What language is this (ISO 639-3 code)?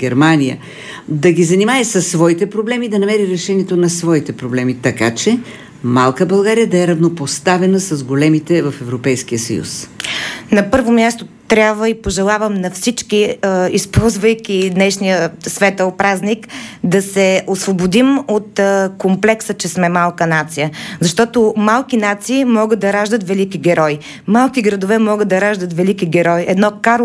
bul